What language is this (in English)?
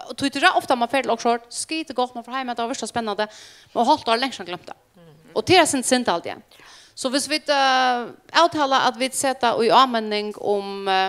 Faroese